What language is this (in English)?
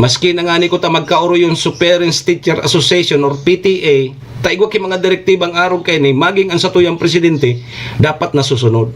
Bikol